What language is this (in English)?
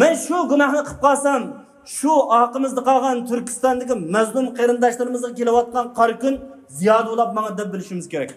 Uyghur